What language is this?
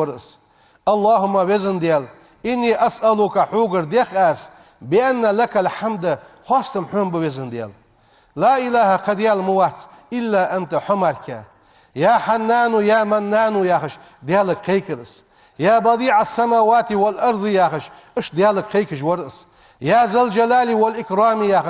Ingush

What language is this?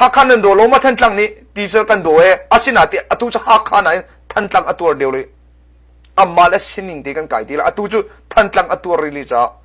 Hakha Chin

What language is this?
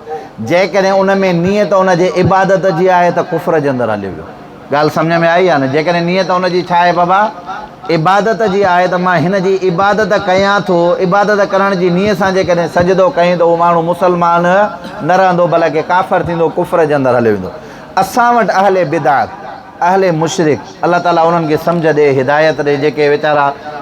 Sindhi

